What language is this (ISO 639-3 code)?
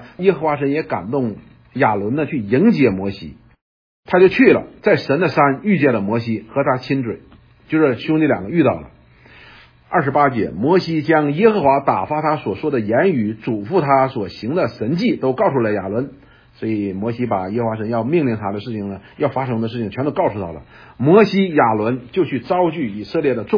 zho